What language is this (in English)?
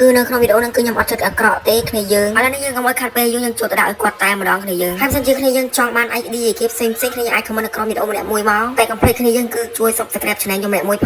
Khmer